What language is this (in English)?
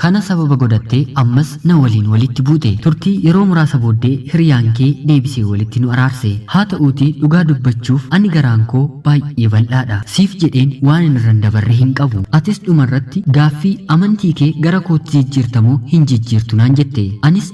Oromo